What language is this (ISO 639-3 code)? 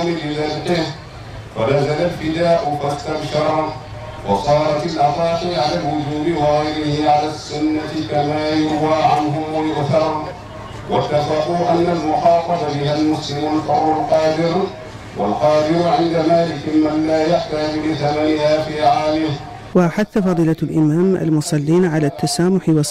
ara